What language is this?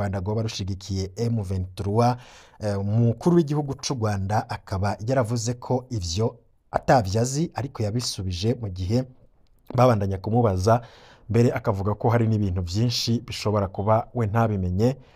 Rundi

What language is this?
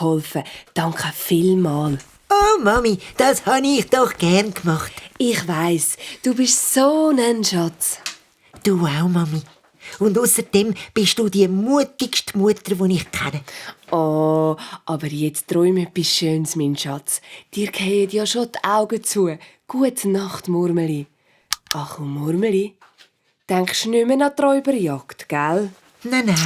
Swiss German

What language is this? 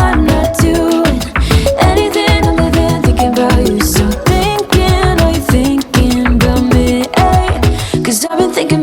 Jamaican Creole English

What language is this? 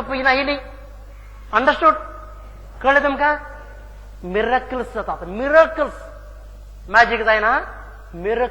Konkani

